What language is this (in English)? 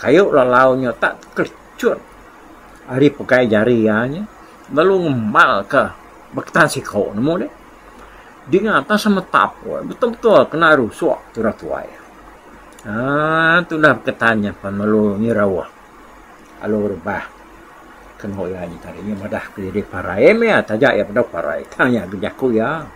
Iban